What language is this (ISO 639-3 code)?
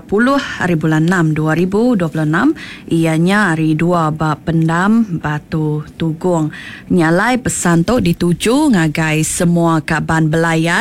iba